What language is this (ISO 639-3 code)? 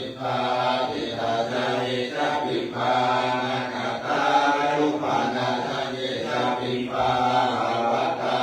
pli